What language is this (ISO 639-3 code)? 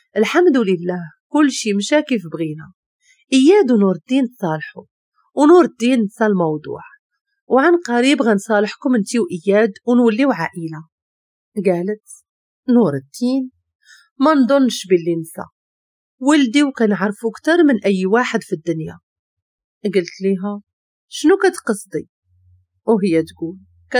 ary